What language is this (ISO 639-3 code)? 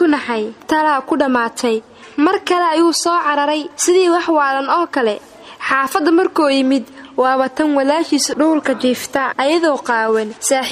som